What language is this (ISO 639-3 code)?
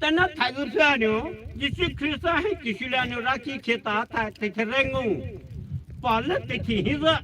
pmx